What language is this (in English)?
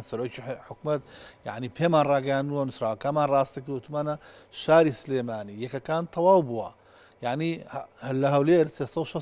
Central Kurdish